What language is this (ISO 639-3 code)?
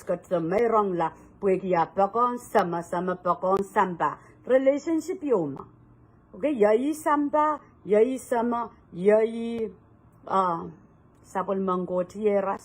pon